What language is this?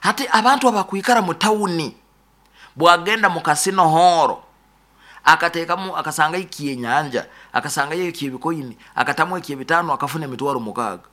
Nyoro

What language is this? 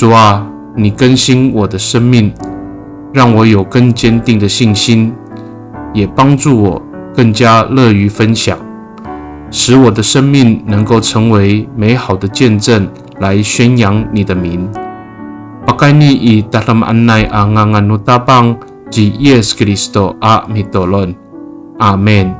Amis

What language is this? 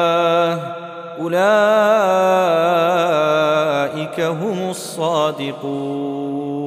Arabic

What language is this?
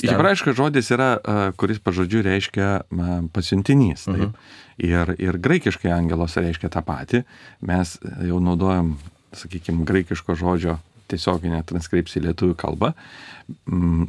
Lithuanian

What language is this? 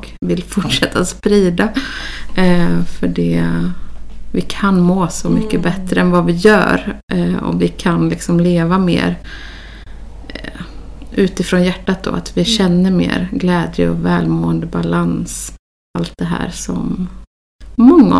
Swedish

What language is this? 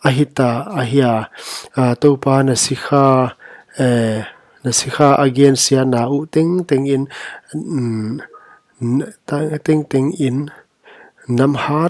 Paite Chin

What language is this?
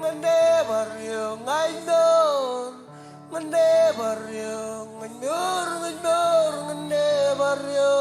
Marshallese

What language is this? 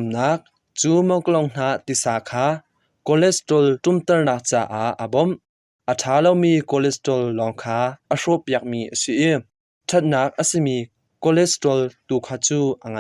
Hakha Chin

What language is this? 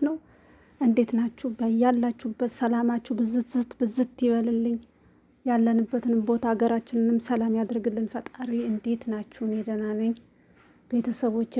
Amharic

